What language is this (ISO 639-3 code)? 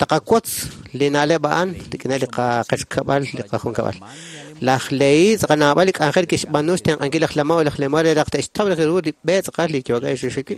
kek